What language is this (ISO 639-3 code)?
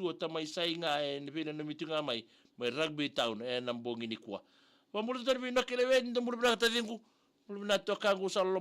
fij